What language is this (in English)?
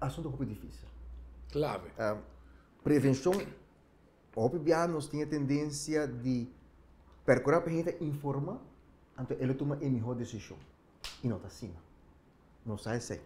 Papiamento